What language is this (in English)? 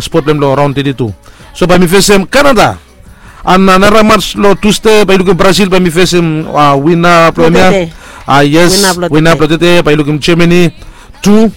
Bislama